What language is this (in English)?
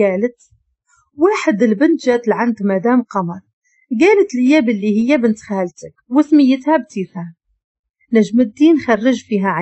Moroccan Arabic